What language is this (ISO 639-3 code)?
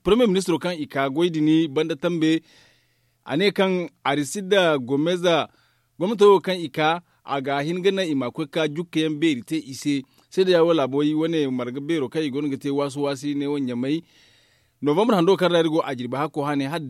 dje